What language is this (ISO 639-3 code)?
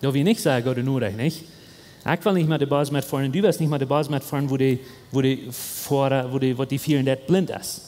pdt